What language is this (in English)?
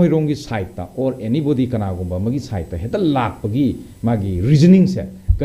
Manipuri